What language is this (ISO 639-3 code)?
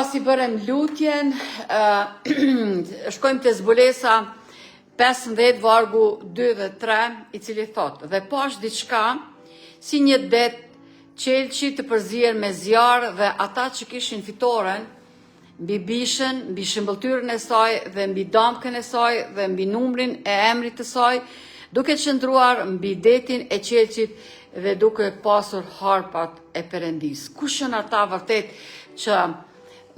sqi